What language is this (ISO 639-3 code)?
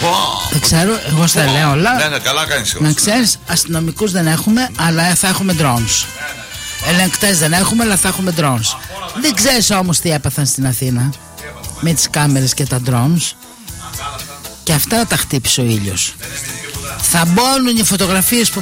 ell